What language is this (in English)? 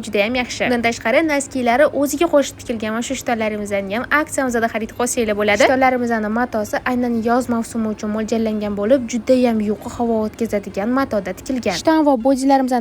Uzbek